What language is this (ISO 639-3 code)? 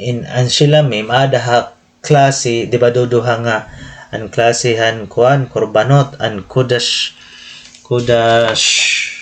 war